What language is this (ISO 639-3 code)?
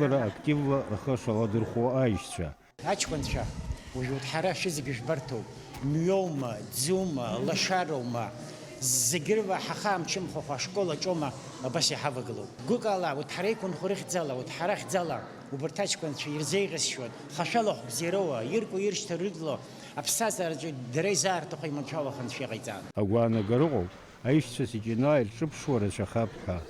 abk